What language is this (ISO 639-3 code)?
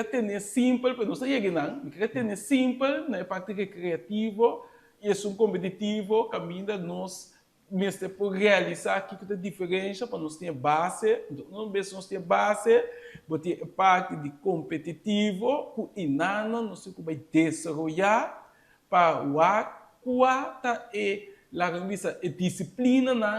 pap